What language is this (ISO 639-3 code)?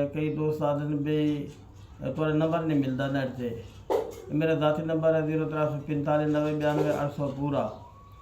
skr